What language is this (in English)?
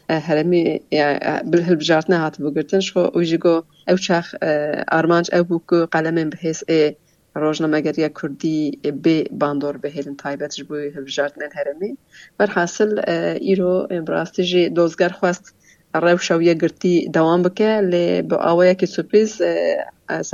Kurdish